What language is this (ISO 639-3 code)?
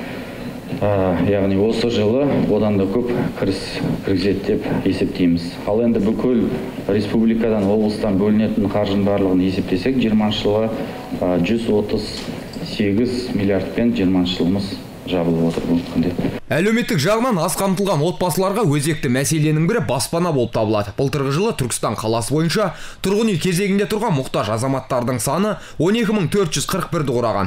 kaz